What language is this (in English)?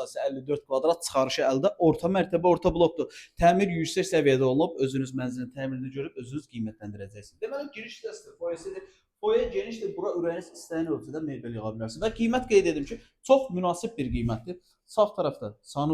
Azerbaijani